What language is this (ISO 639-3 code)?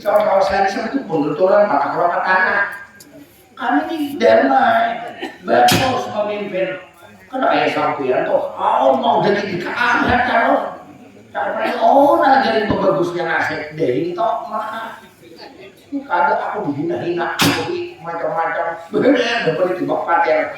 bjn